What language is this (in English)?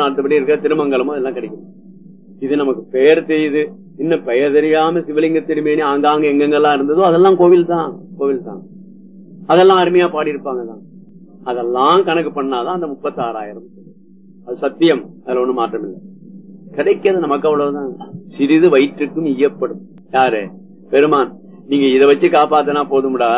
Tamil